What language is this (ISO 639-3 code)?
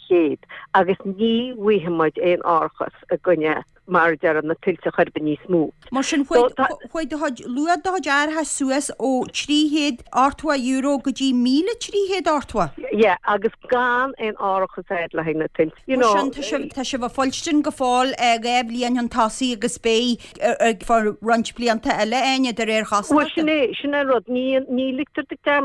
gle